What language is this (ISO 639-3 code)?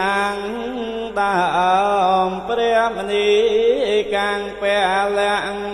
khm